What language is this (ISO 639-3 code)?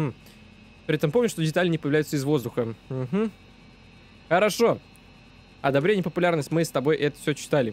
rus